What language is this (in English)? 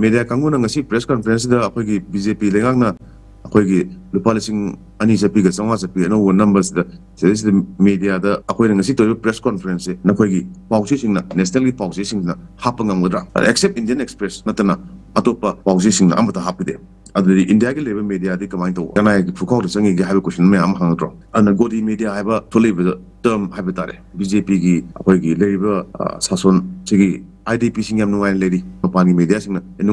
Manipuri